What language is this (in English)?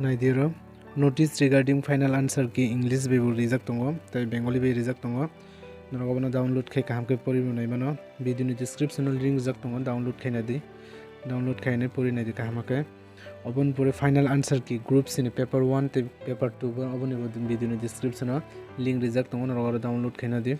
Kok Borok